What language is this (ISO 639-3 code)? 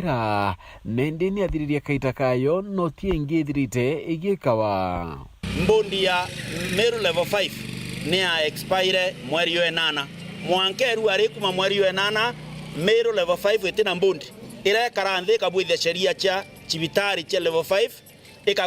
mer